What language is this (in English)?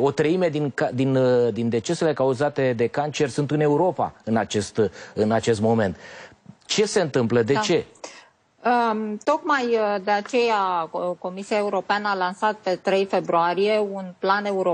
Romanian